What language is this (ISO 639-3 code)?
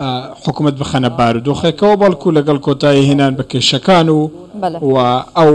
ckb